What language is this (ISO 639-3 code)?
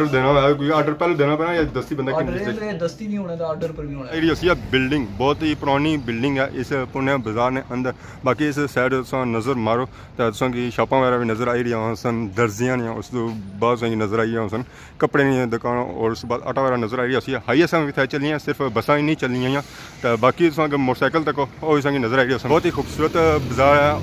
phr